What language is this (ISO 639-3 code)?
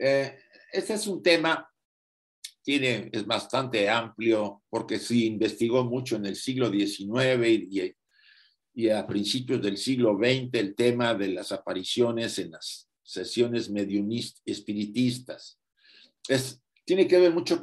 spa